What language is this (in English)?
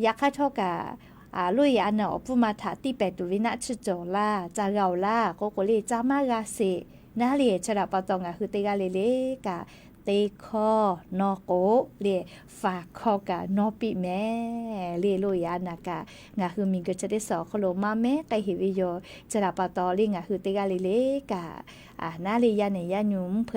Lahu